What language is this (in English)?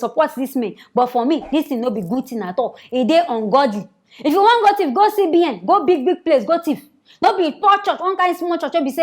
Nigerian Pidgin